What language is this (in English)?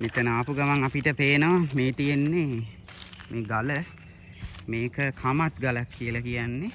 Sinhala